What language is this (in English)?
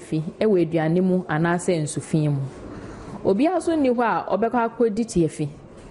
Akan